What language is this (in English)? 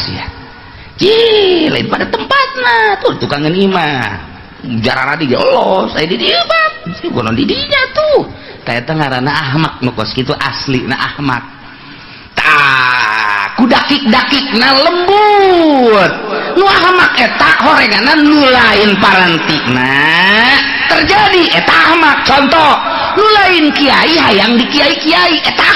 Sundanese